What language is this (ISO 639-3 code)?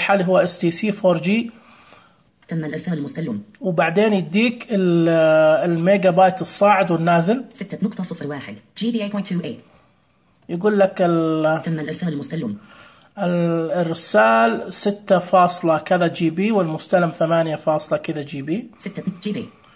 ars